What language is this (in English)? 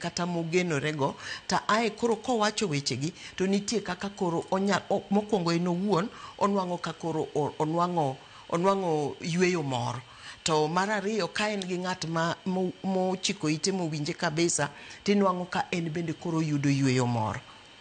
Luo (Kenya and Tanzania)